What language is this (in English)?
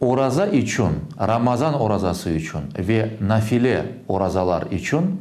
Crimean Tatar